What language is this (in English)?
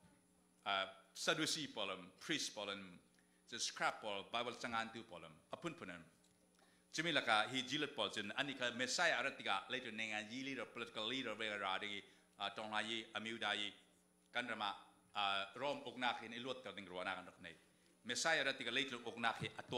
Falam Chin